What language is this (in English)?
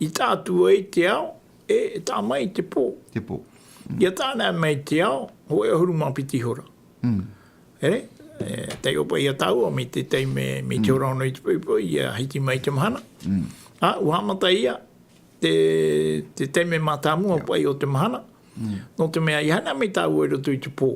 Tahitian